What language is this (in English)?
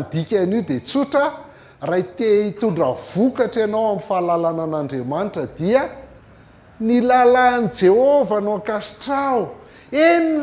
Malagasy